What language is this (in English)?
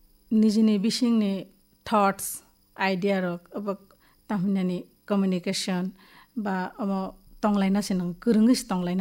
Kok Borok